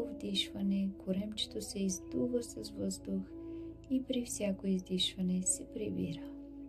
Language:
Bulgarian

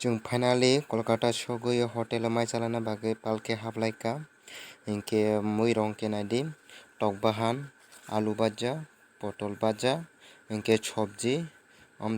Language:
Kok Borok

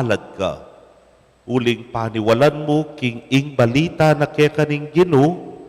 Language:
Pampanga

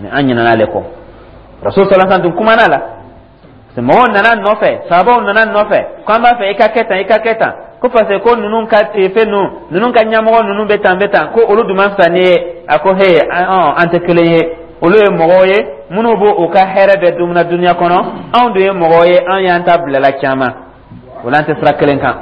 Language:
Dyula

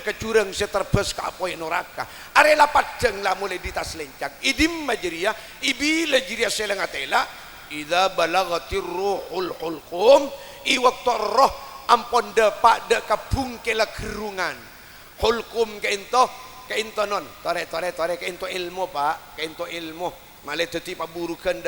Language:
Madurese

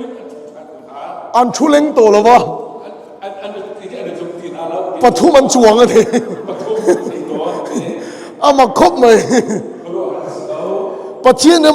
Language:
Hakha Chin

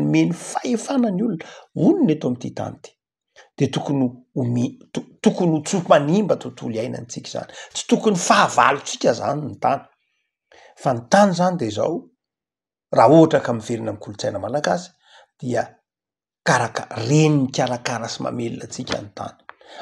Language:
Malagasy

